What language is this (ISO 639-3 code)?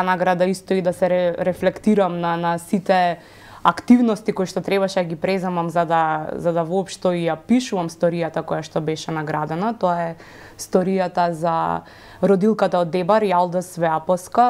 mkd